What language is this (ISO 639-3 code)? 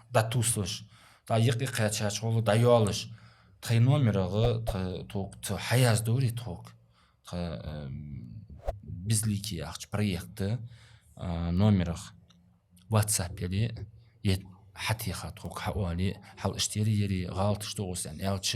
inh